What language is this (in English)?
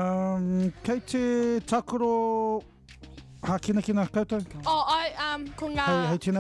Māori